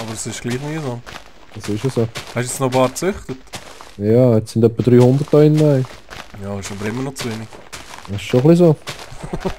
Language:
Swiss German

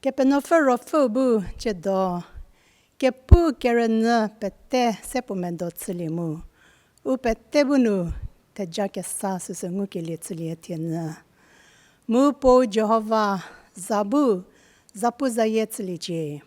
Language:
Angami Naga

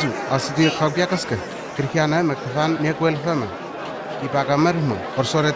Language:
Southwest Tanna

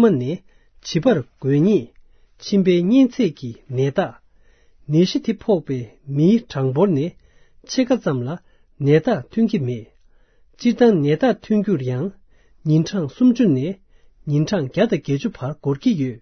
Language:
Tibetan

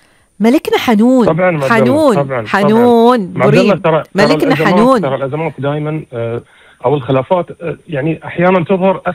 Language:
Gulf Arabic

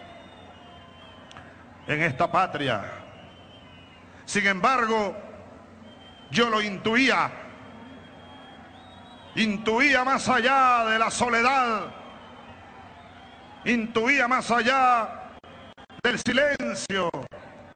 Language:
Spanish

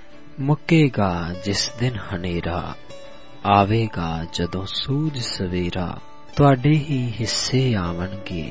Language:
Punjabi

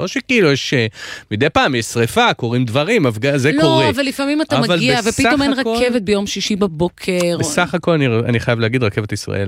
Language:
Hebrew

